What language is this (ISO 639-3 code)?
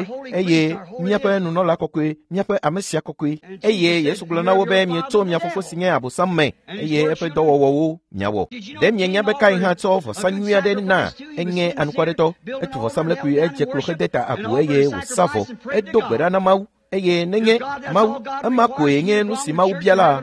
ewe